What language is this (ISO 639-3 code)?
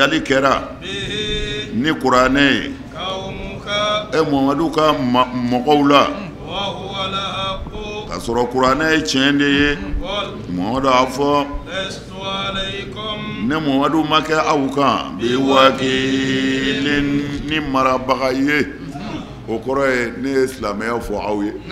bam